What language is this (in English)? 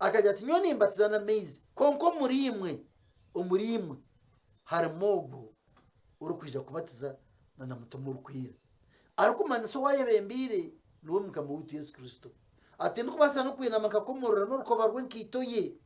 Nyankole